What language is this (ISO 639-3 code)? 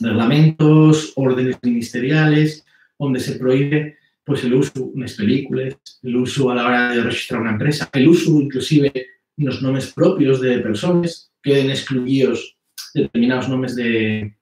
ast